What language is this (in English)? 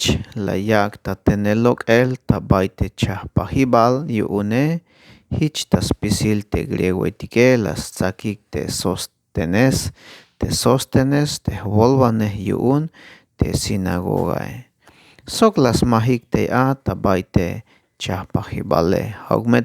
Tzeltal